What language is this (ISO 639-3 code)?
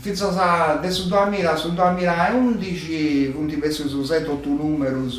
srd